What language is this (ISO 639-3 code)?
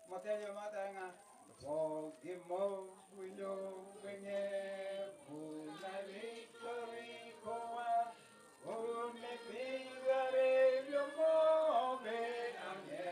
guz